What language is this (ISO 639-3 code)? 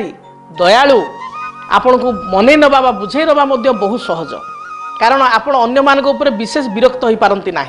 ori